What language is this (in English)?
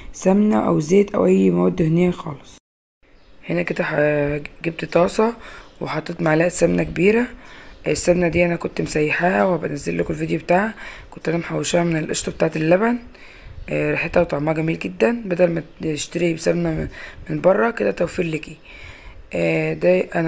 Egyptian Arabic